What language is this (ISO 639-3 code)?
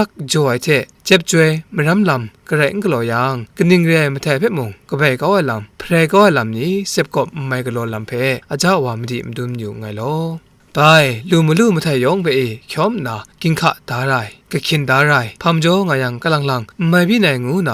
kac